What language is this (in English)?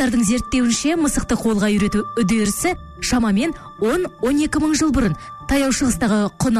Kazakh